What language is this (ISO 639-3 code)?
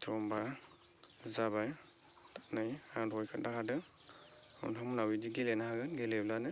brx